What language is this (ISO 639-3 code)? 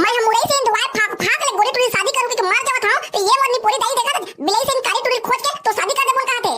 hne